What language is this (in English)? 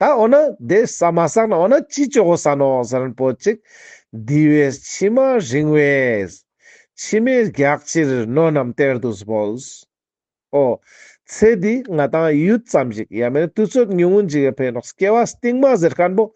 Ladakhi